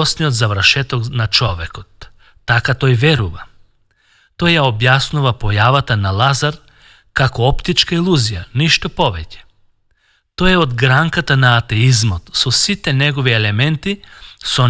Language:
Macedonian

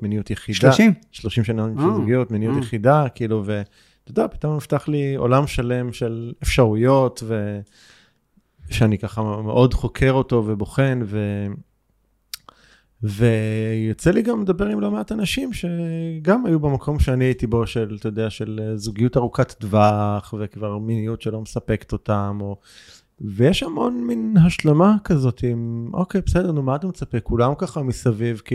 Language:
Hebrew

